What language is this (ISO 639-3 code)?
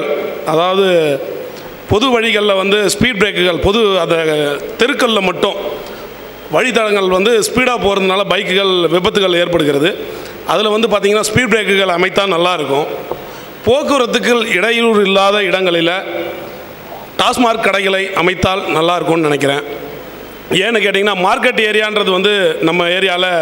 tam